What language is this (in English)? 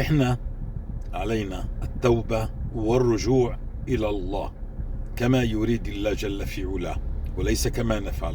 North Levantine Arabic